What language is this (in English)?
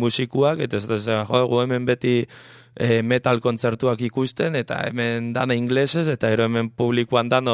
Basque